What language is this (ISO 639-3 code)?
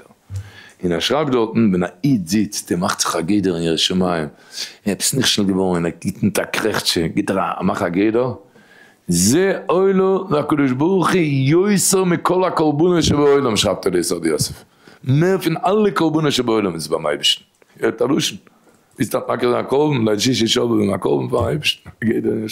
yid